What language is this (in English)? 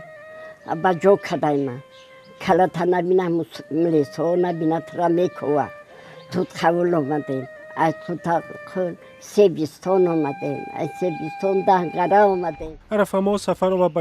Tajik